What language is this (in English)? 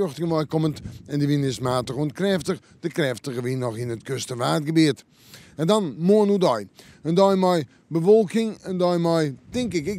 Western Frisian